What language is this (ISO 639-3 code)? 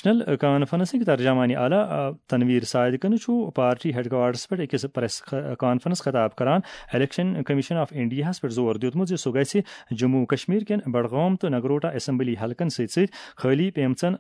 kas